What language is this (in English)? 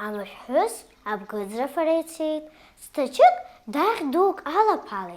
Abkhazian